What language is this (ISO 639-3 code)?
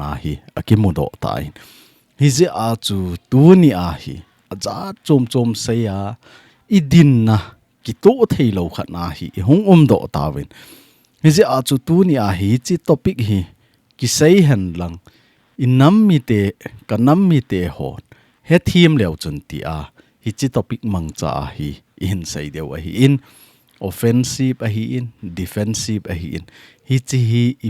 tcz